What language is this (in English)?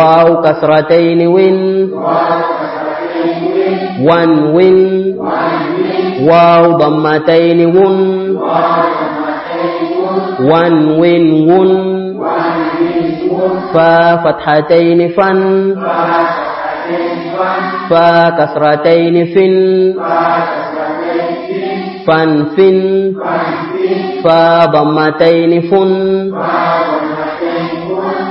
Swahili